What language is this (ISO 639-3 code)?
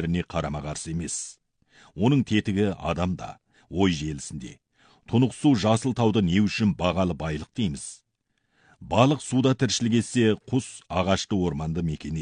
kaz